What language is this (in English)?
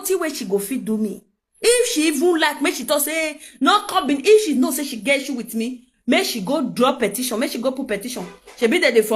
Nigerian Pidgin